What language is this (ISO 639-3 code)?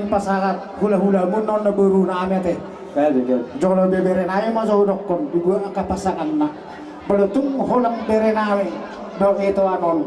bbc